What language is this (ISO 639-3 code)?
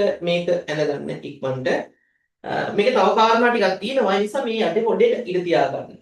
sin